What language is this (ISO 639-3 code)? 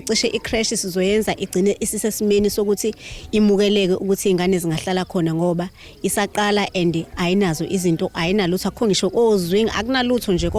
zul